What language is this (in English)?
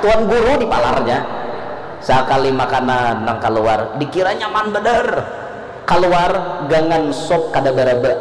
Banjar